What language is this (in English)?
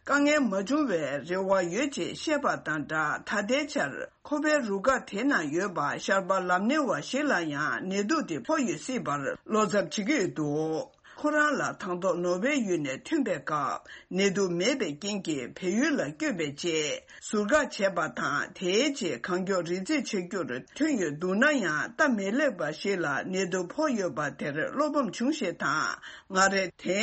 Tibetan